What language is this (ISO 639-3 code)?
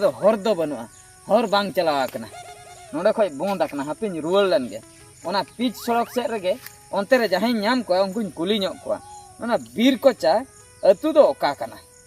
sat